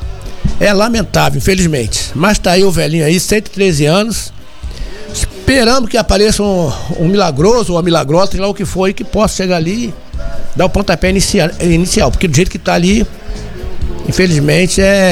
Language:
Portuguese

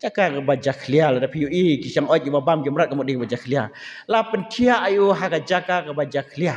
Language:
Khasi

